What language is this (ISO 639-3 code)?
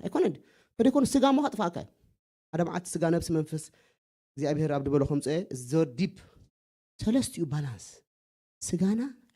tir